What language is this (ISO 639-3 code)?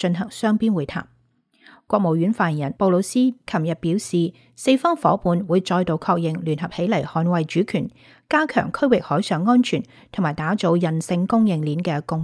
yue